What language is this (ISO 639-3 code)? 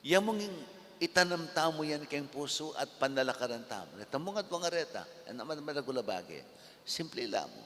pam